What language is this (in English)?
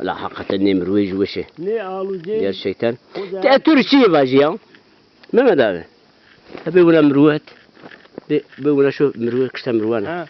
Zaza